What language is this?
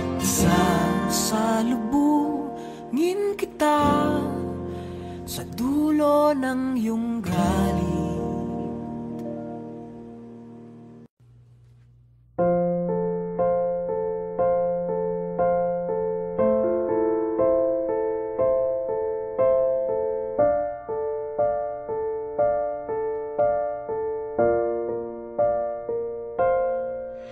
Filipino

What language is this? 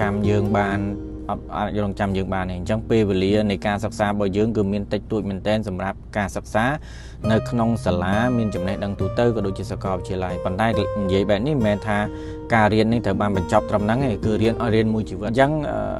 Khmer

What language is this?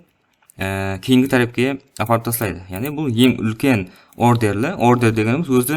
Kara-Kalpak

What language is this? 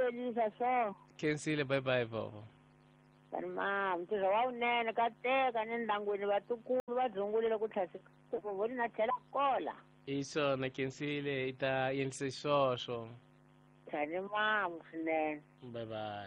Tsonga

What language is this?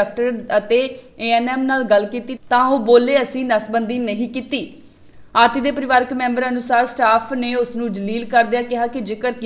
Punjabi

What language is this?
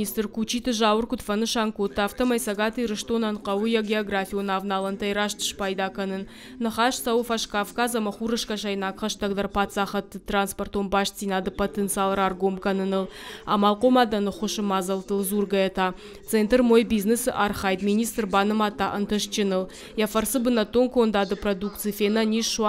Ossetic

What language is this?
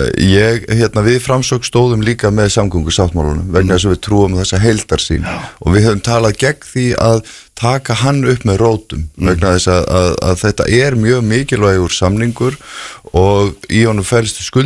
Icelandic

